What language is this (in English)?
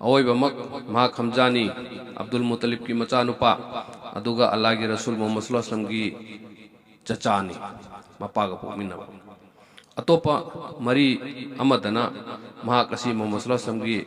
Manipuri